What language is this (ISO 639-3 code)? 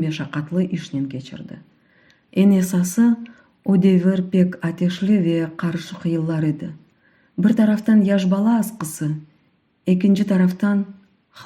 crh